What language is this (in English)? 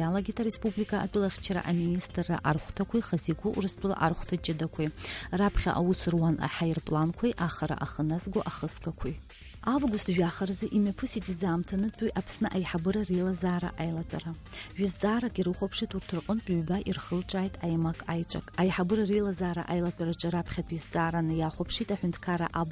Abkhazian